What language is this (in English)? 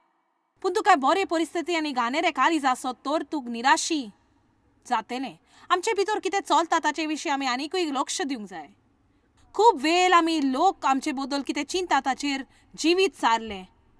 Konkani